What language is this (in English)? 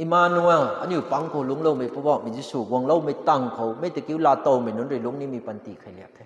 Rongmei Naga